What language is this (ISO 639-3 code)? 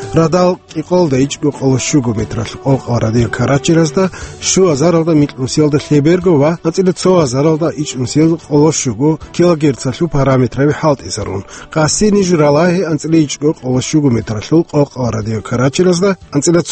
ava